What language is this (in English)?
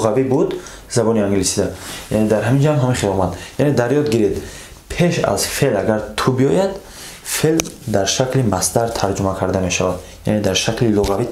Tajik